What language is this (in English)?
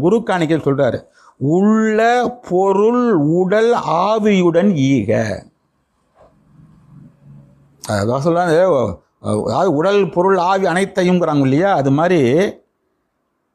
Tamil